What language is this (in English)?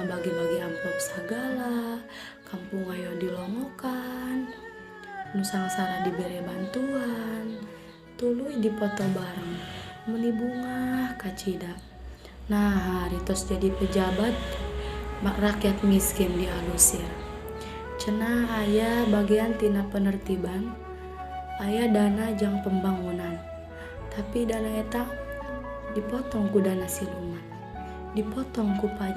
Sundanese